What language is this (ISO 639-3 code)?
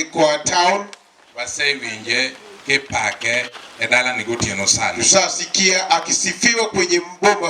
luo